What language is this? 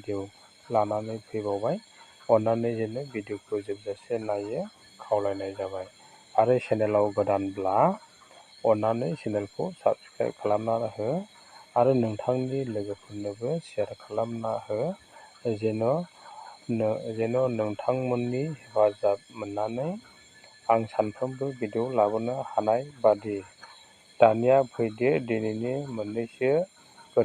Bodo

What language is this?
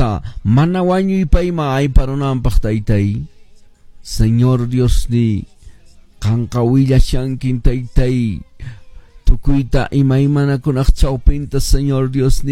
Quechua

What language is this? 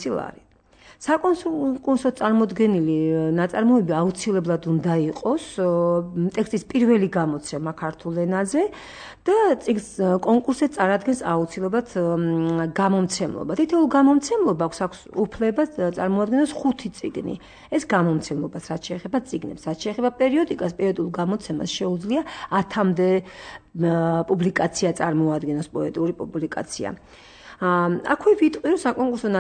Georgian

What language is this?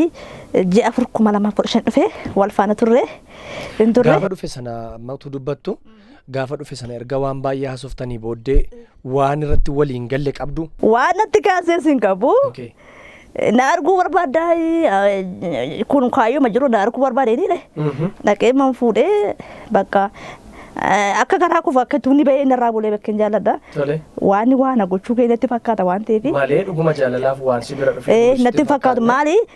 Oromo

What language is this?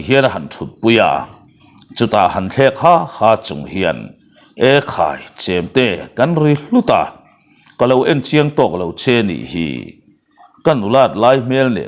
Mizo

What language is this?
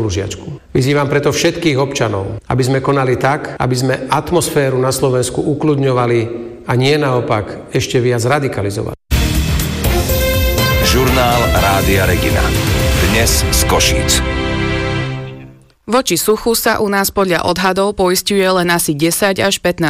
Slovak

